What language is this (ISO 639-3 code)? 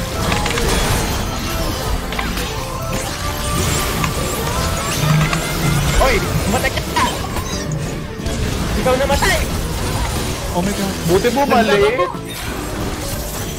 fil